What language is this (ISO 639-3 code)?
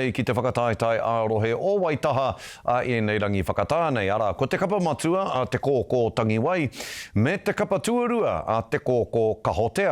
mri